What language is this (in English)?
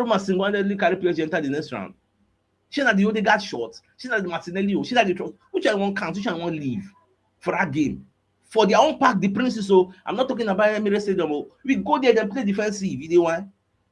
Nigerian Pidgin